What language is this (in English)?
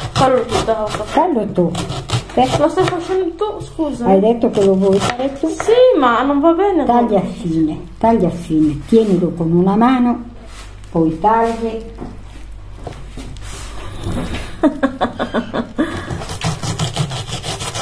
Italian